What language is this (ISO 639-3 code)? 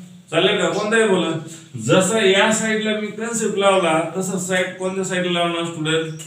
mar